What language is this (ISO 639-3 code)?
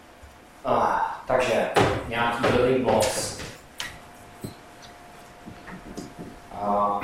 ces